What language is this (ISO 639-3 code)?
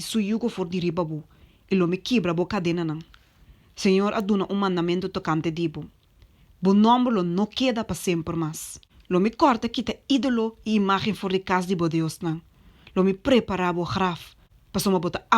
pap